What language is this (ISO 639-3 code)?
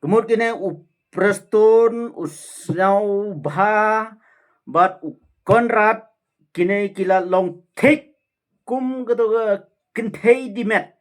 kha